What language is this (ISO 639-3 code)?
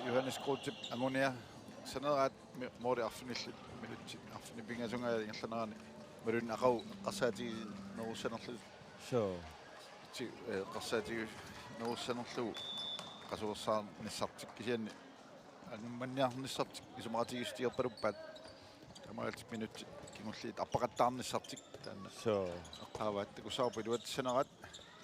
kal